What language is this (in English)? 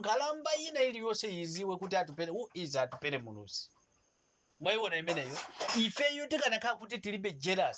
Nyanja